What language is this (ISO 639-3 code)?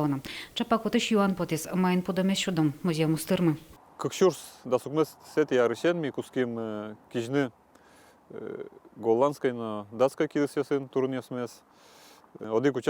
udm